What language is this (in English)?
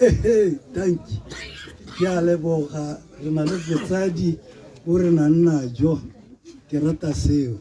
Tswana